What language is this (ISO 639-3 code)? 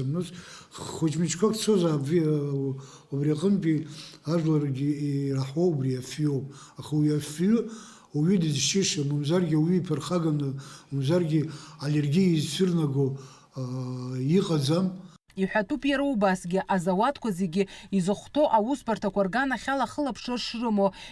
abk